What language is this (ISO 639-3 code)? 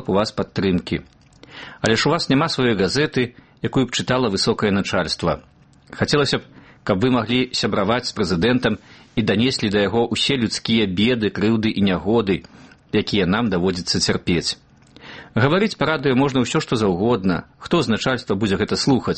bel